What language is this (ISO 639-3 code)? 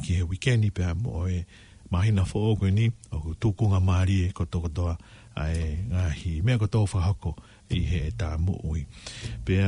ton